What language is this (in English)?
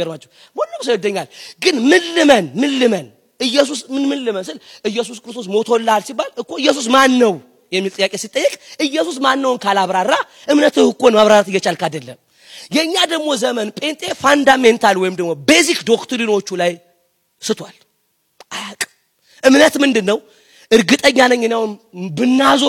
Amharic